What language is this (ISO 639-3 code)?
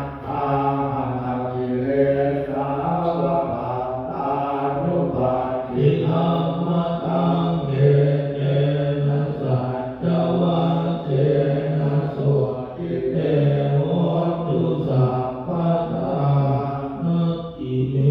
pli